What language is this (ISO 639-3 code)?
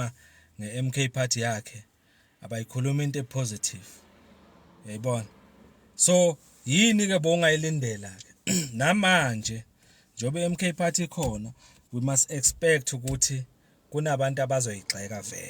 zul